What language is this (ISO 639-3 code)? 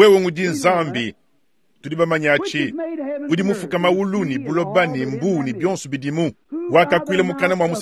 lua